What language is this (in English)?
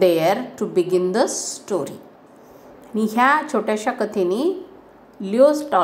Marathi